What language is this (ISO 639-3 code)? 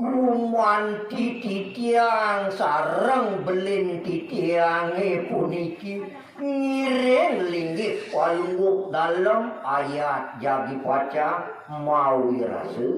ban